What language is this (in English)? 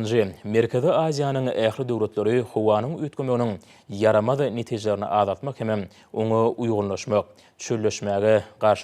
Turkmen